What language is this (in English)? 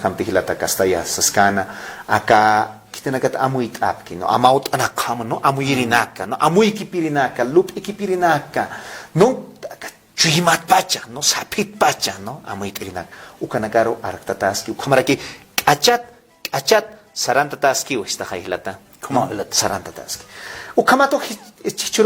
Aymara